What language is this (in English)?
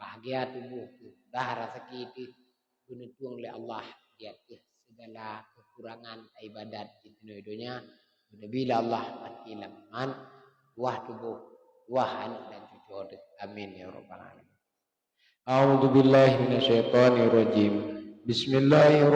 Achinese